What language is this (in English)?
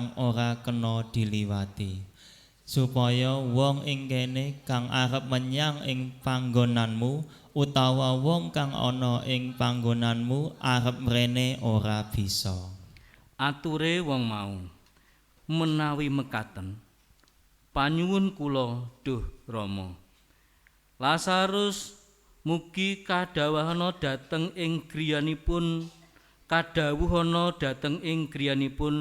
Javanese